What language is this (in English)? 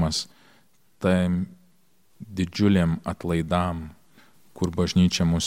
Lithuanian